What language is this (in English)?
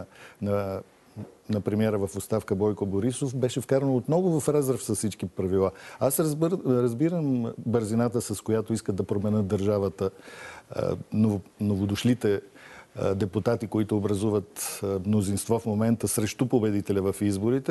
Bulgarian